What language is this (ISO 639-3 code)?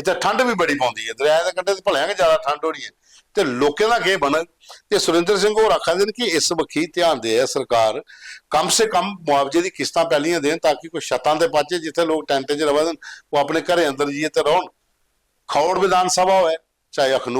doi